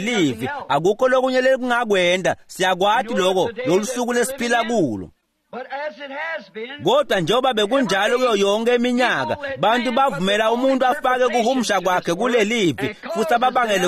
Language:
Swati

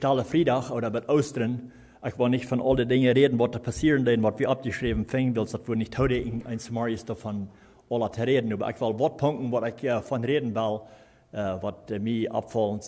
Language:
Plautdietsch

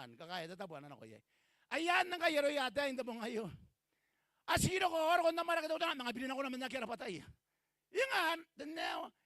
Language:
Gilbertese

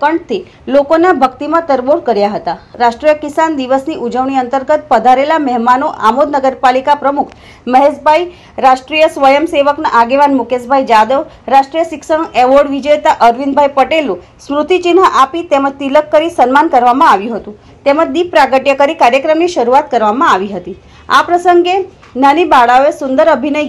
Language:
Gujarati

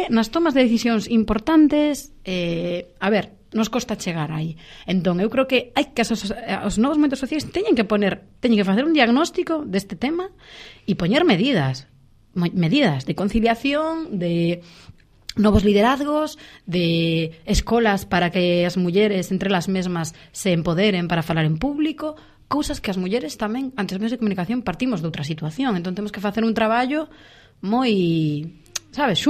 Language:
Galician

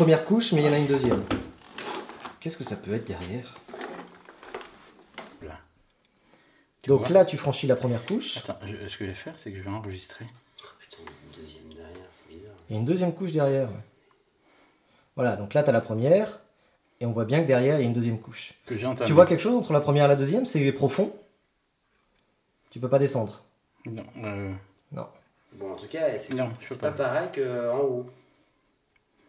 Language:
French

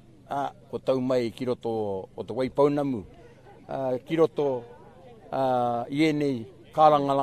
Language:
Māori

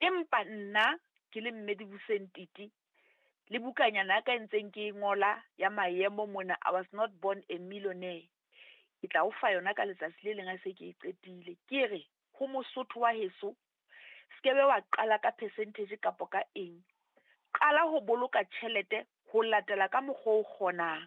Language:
Southern Sotho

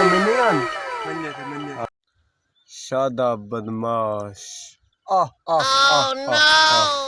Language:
Saraiki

